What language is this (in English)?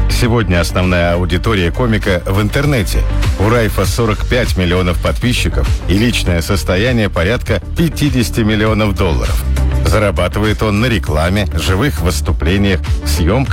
Russian